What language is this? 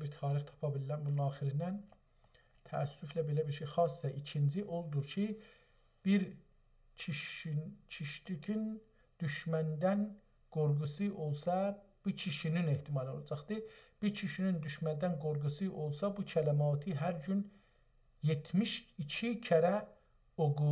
South Azerbaijani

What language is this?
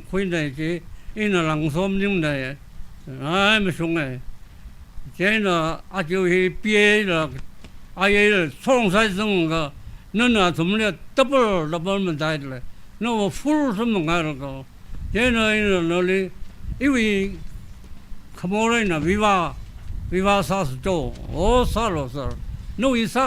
Tangkhul Naga (India)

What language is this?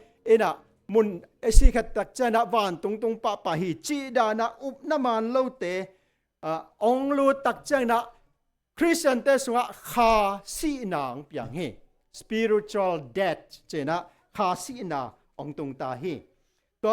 Tedim Chin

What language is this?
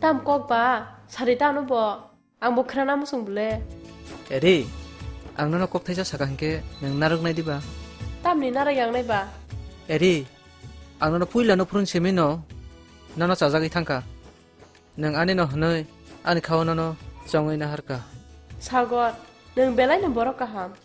Kok Borok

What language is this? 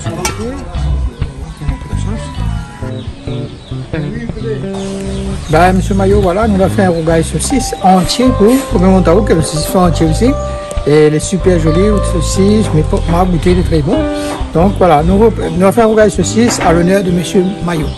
Réunion Creole French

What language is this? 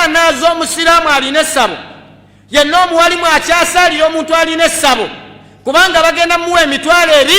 Ganda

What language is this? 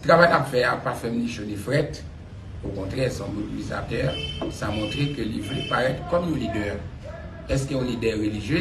Haitian Creole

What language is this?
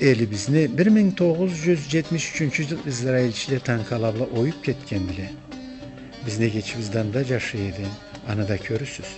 Karachay-Balkar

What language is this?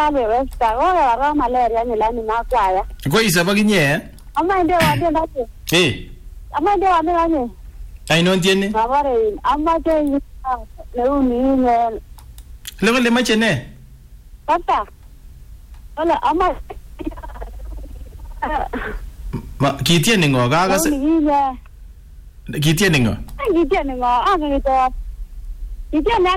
Swahili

